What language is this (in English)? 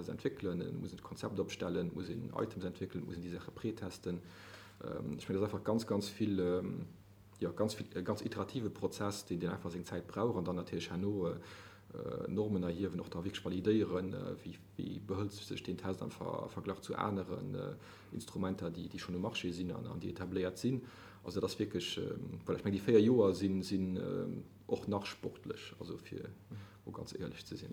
Luxembourgish